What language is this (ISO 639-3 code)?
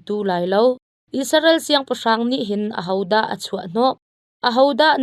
cnh